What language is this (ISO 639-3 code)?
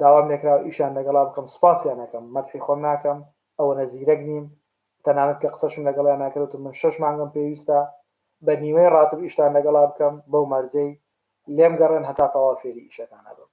ckb